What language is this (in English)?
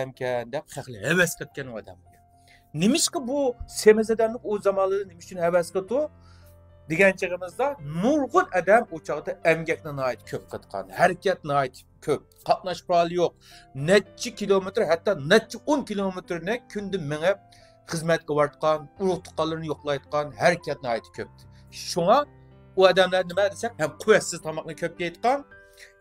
Uyghur